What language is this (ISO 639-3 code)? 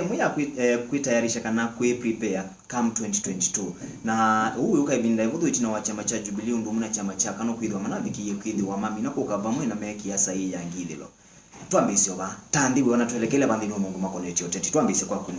kam